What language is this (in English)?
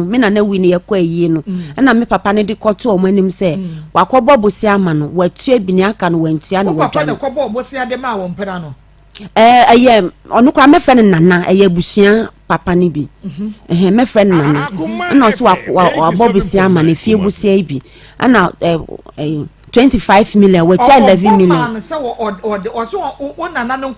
Akan